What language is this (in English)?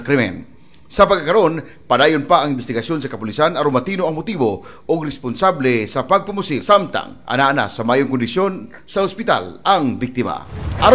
Cebuano